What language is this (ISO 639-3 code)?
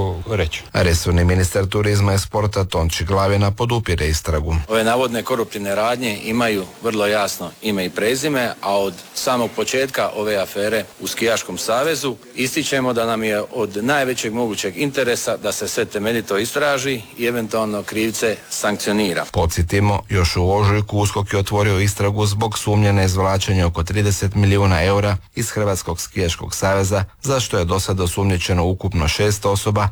hrv